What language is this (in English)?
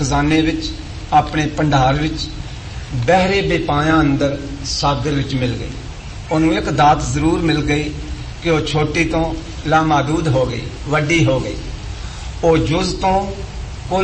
Punjabi